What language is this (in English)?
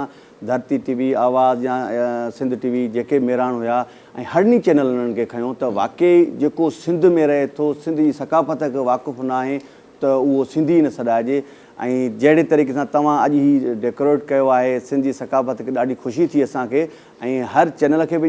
Sindhi